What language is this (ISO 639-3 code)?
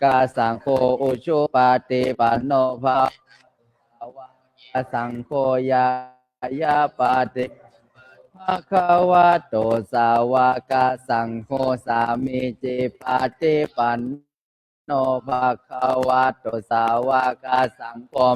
pli